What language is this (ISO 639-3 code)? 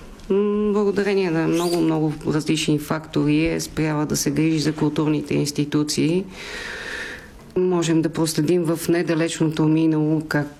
bul